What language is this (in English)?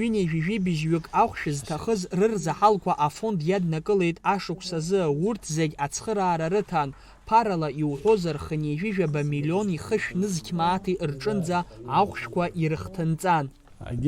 Abkhazian